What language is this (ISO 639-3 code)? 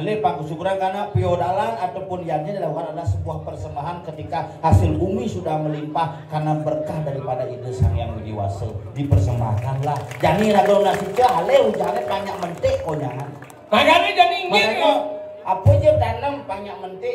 ban